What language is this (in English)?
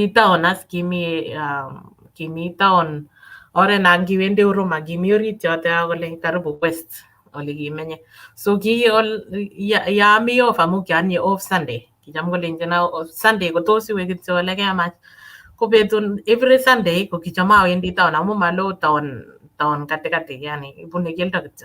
Kalenjin